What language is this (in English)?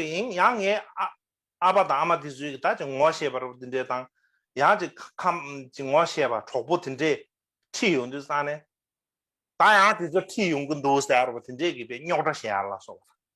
Tibetan